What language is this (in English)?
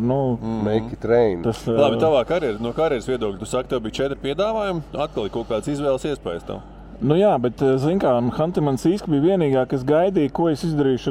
Latvian